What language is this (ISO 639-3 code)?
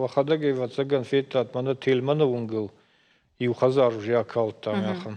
oss